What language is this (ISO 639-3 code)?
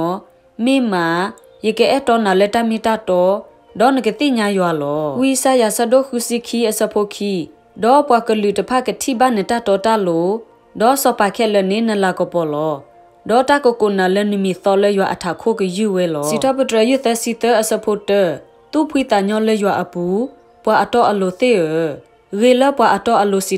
ksw